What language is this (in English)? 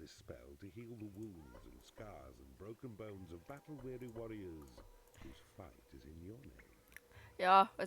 Bavarian